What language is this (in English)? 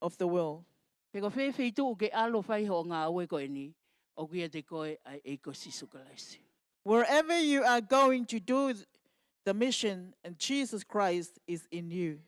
Tongan